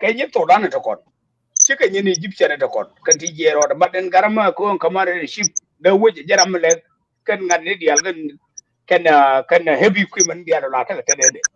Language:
Nuer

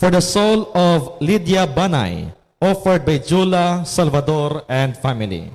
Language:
Hiligaynon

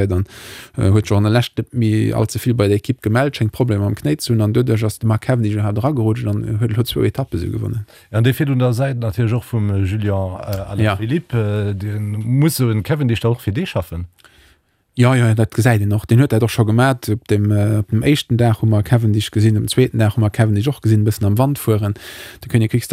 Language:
Luxembourgish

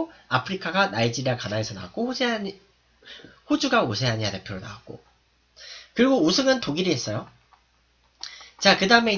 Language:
Korean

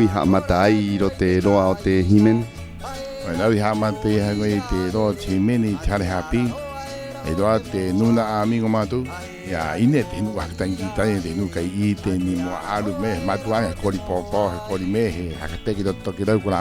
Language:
Rapanui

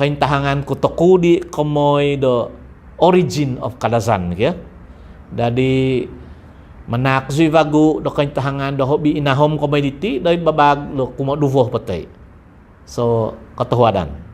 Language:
Central Dusun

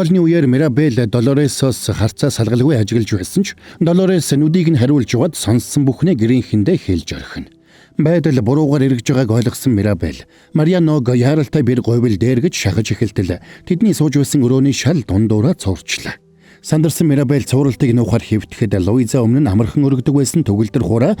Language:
Mongolian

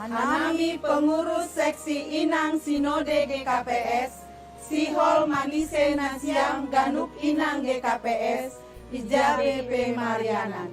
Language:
Batak Simalungun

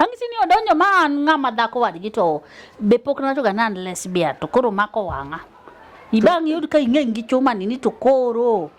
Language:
Luo (Kenya and Tanzania)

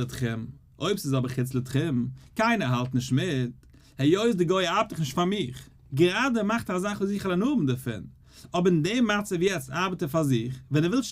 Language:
Yiddish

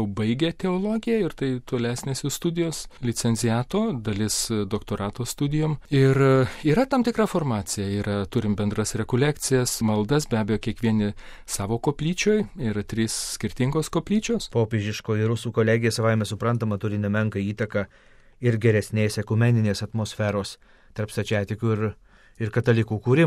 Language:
Lithuanian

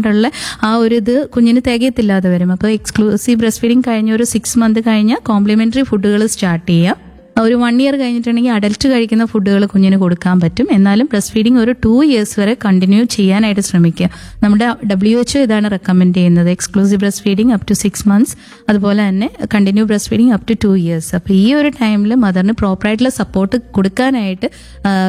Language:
Malayalam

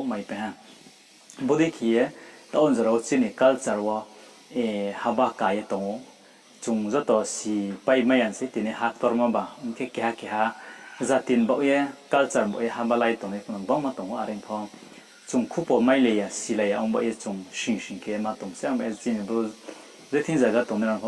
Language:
Riang (India)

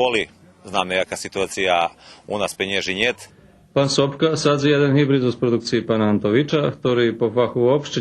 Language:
Rusyn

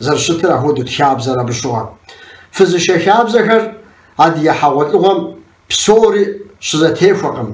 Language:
Kabardian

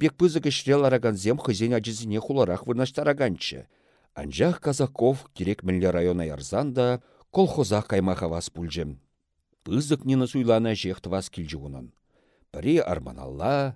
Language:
Chuvash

